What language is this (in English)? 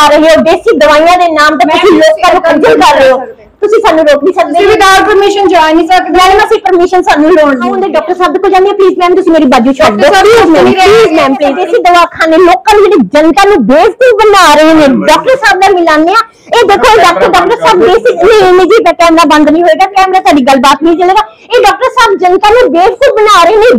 Punjabi